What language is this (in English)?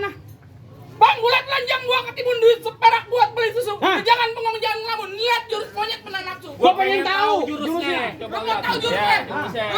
Betawi